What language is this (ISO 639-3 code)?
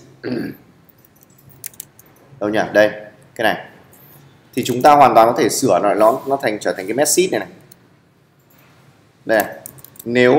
vie